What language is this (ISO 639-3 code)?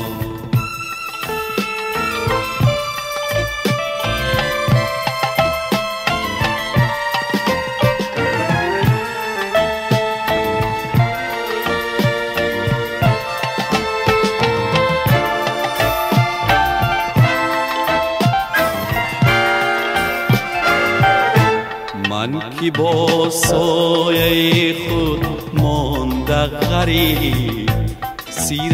fas